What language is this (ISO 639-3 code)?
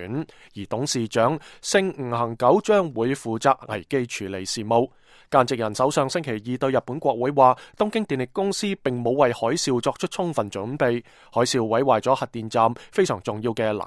yue